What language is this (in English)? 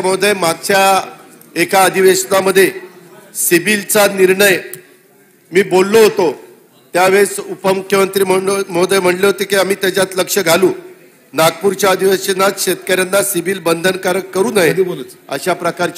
Marathi